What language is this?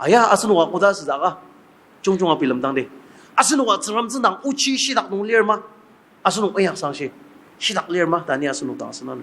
Ao Naga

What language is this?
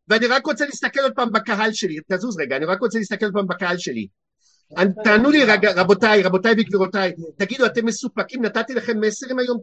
Hebrew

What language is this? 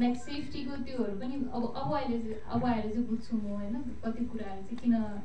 Nepali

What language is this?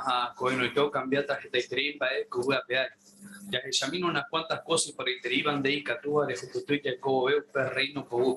Guarani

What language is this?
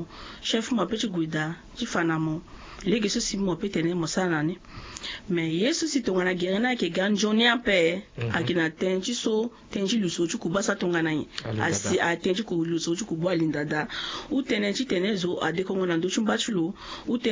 Sango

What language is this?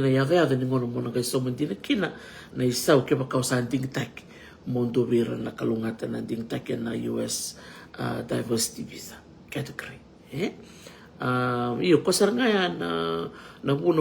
Fijian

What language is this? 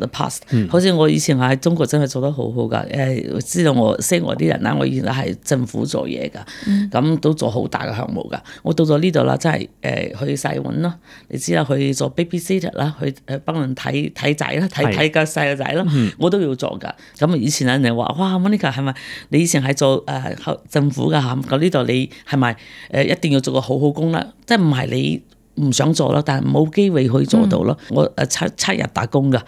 Cantonese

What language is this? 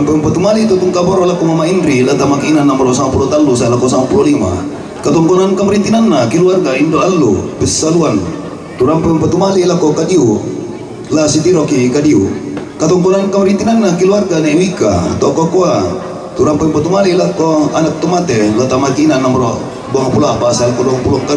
Toraja-Sa'dan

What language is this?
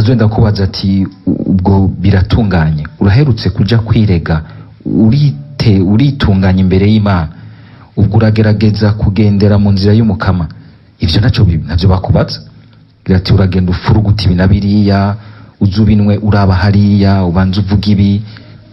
Rundi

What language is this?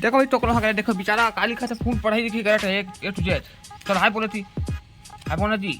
Chhattisgarhi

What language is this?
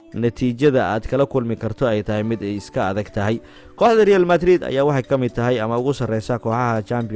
Somali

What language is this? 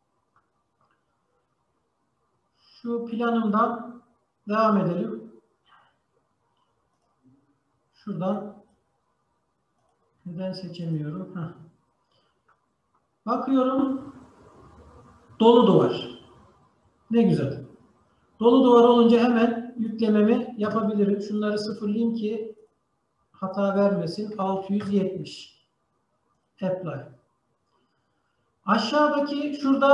Turkish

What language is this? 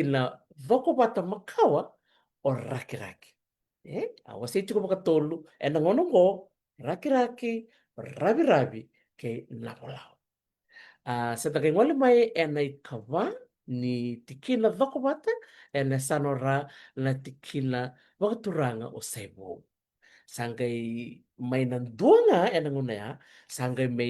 Fijian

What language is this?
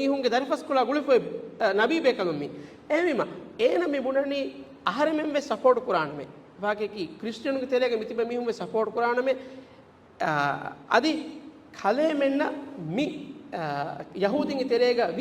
Divehi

